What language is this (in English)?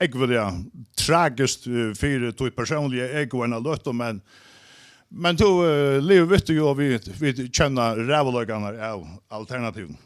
Faroese